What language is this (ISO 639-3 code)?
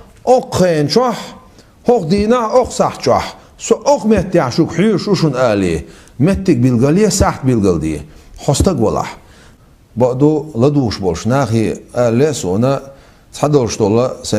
che